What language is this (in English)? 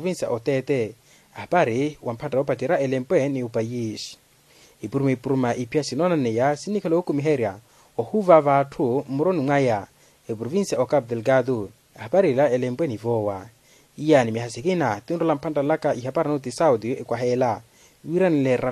Makhuwa